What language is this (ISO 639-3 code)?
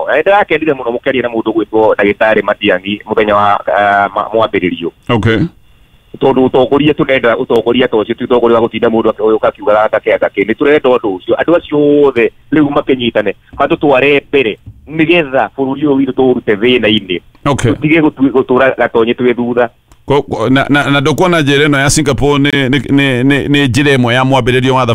kik